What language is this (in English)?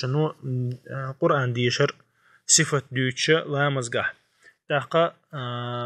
Chechen